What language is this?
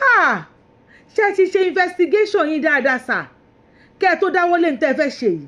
Yoruba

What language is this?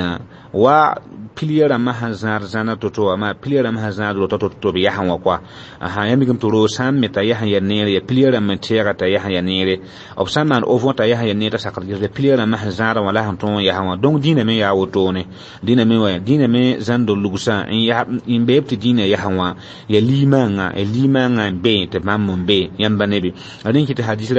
Mossi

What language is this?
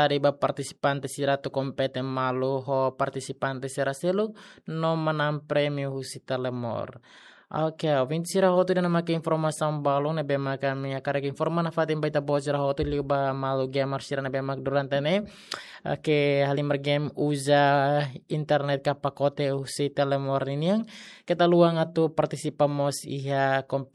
Tetum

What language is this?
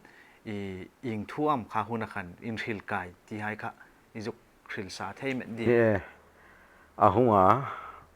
Hmar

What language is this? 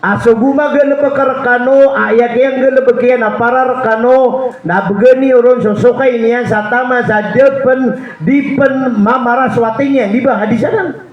Maranao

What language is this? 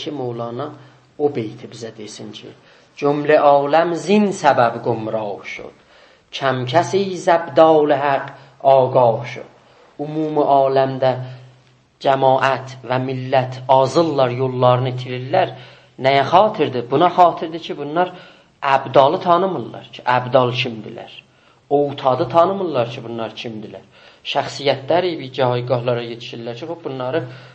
South Azerbaijani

